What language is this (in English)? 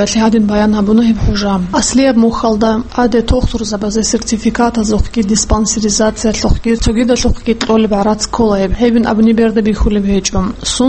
Avaric